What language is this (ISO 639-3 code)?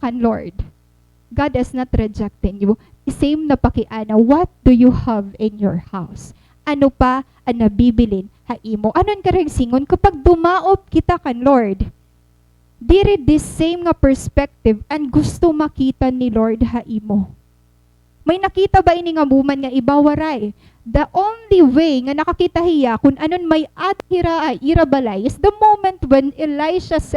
war